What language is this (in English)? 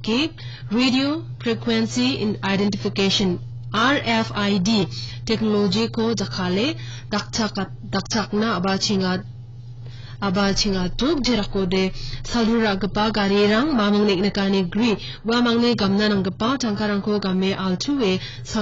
Garo